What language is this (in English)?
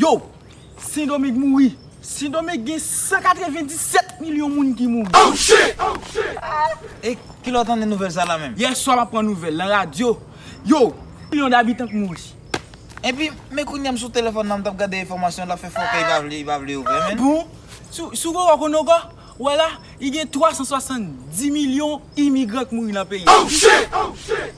Haitian Creole